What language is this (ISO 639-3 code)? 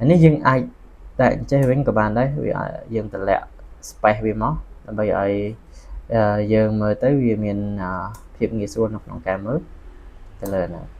khm